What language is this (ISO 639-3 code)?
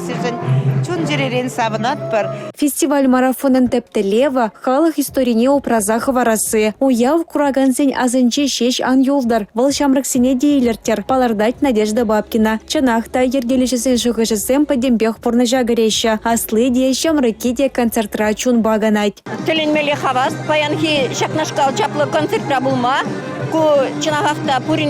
chv